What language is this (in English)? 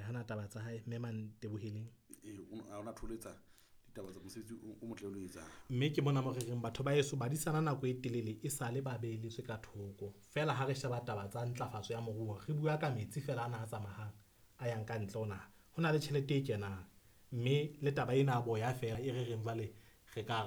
Southern Sotho